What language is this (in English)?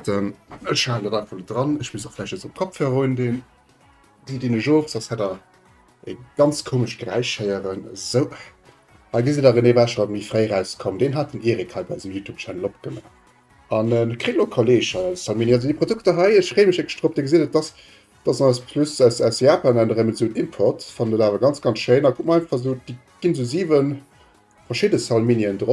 Luxembourgish